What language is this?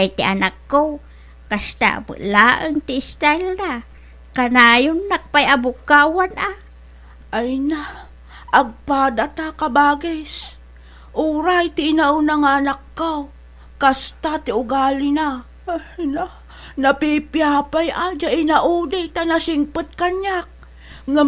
Iloko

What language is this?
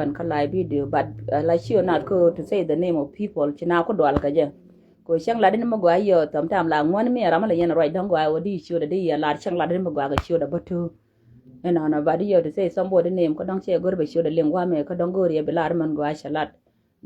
Nuer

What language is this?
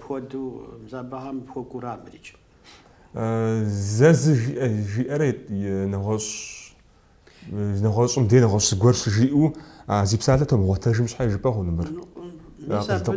Kabardian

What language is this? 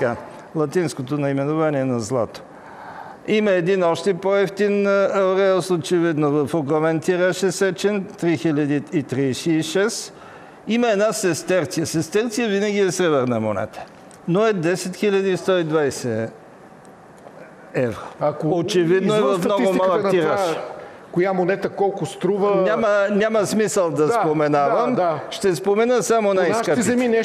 Bulgarian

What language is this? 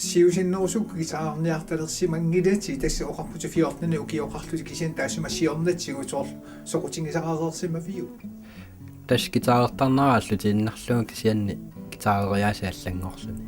Kalaallisut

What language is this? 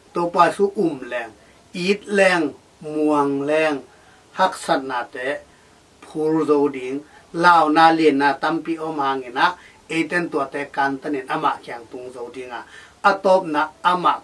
Tedim Chin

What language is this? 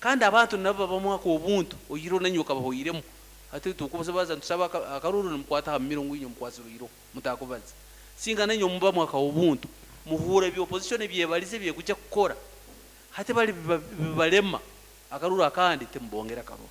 Nyoro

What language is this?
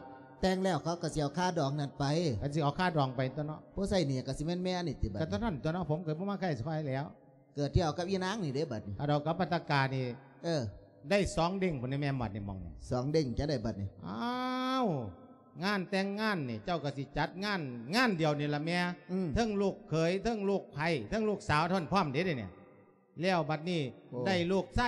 Lao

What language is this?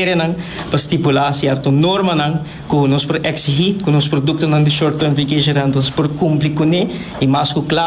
Papiamento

